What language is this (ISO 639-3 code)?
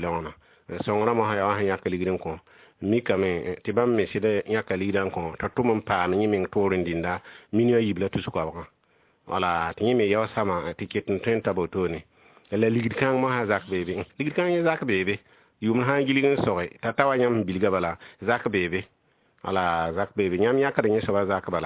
mos